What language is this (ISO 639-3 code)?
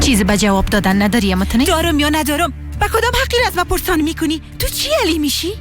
fas